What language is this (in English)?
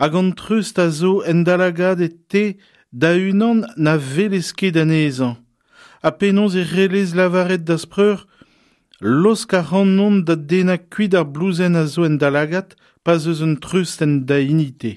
Breton